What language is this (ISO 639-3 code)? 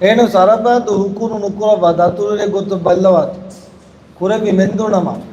div